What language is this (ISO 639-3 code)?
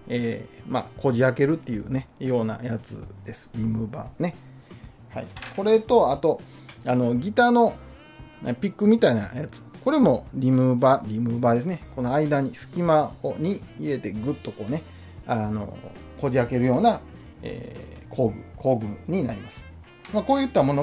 jpn